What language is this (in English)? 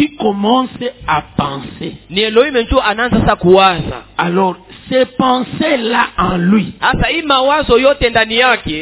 Swahili